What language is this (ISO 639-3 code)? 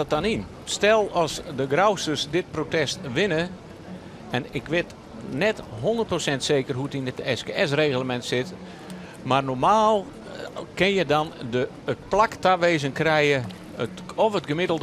fry